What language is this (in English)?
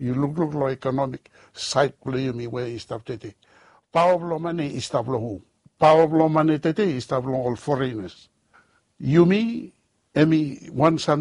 Bislama